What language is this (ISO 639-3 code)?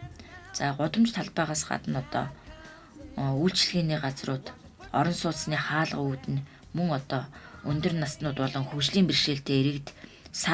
mon